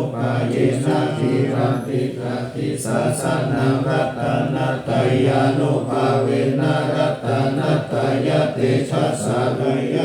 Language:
Pali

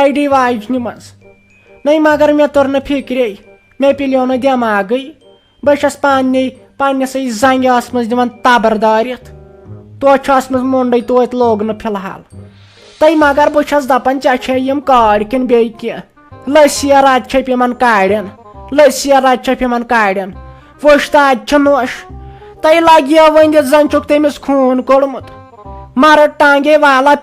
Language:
Kashmiri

